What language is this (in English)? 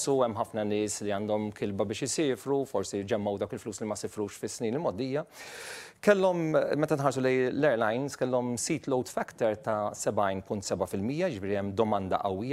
Maltese